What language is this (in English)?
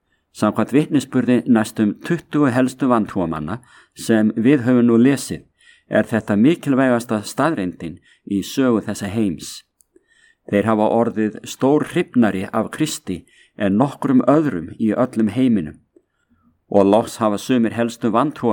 Icelandic